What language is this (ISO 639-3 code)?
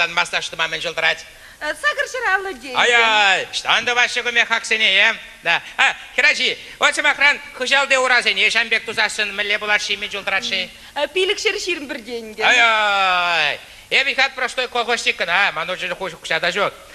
chv